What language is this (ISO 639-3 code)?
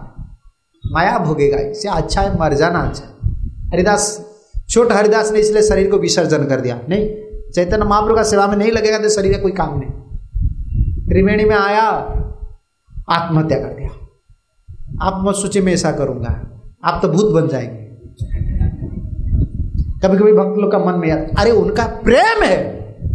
hin